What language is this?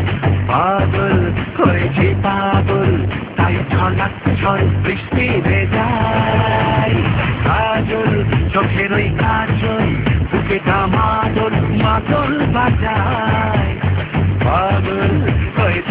Bangla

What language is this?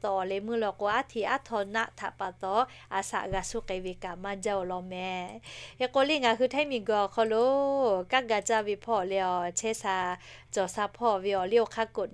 Lahu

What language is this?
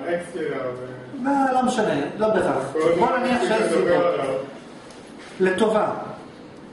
Hebrew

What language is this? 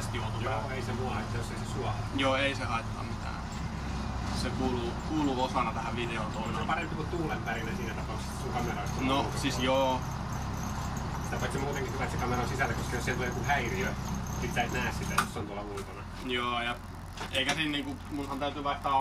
Finnish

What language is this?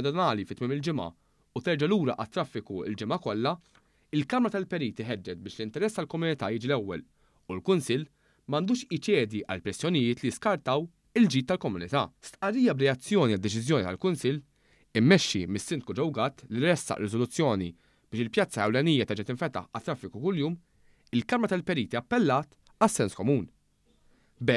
Maltese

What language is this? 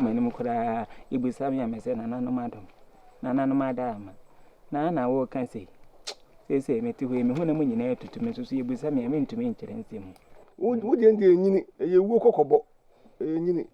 Akan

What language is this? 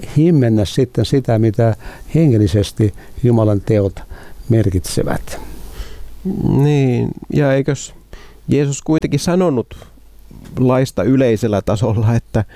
Finnish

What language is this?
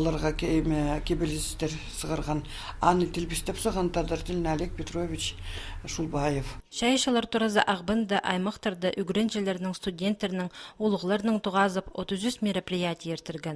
Khakas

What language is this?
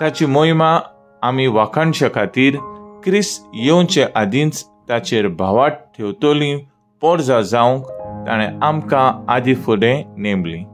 Konkani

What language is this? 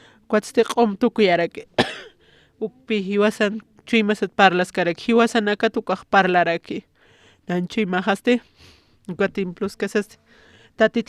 Aymara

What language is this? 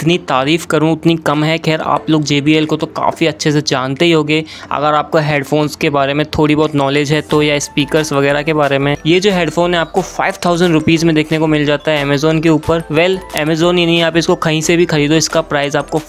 Hindi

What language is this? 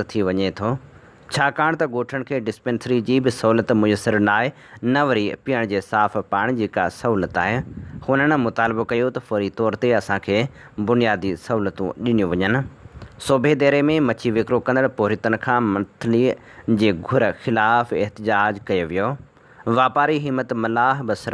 Sindhi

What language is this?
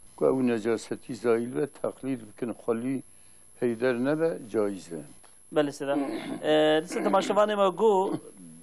Kurdish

